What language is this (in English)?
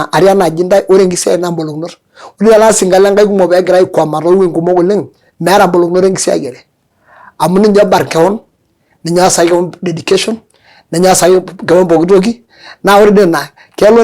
Masai